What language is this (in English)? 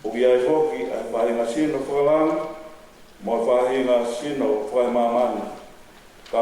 Tongan